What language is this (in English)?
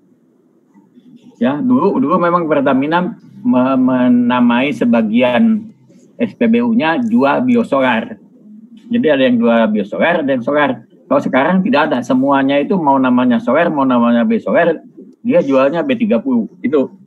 Indonesian